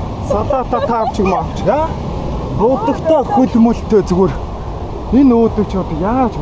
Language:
Mongolian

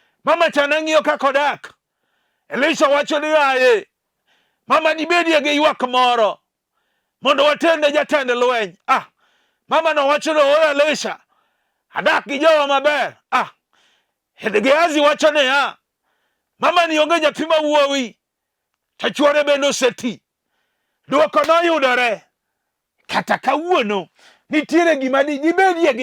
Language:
Luo (Kenya and Tanzania)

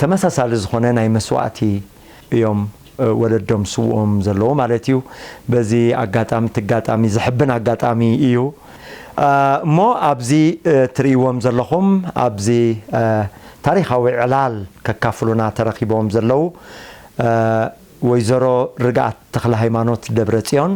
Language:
Tigrinya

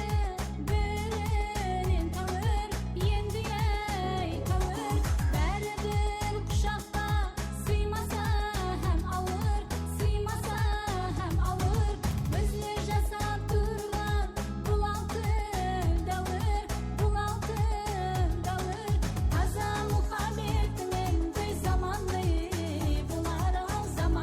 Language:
Kara-Kalpak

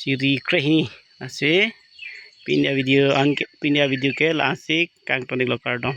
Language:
Karbi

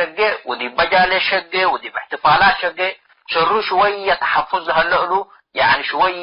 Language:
Tigre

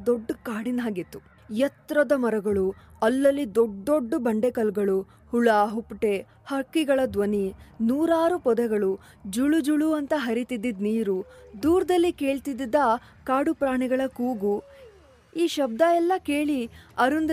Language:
Kannada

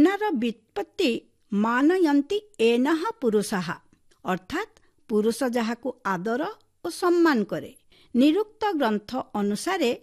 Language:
Odia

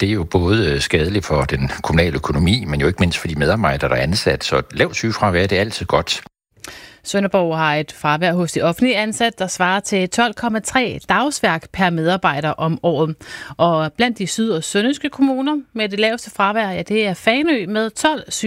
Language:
Danish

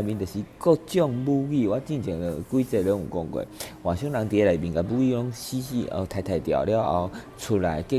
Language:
Min Nan Chinese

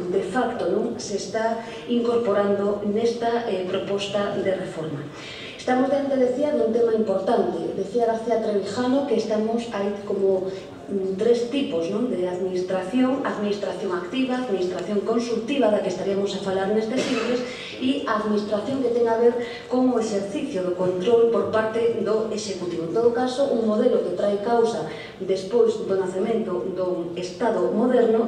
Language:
Galician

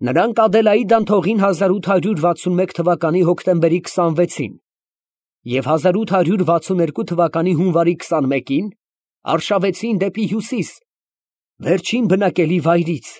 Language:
Armenian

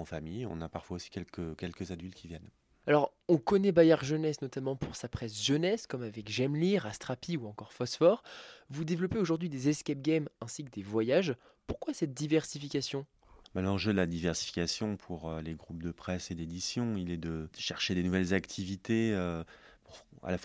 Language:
French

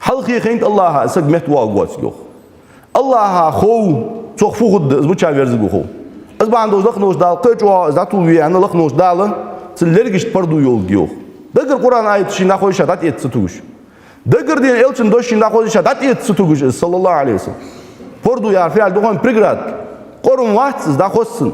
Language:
Ingush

